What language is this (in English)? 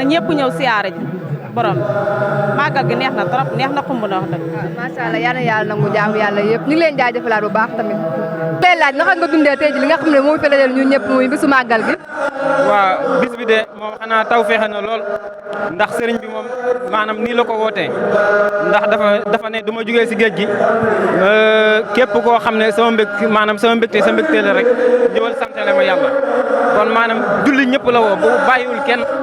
Wolof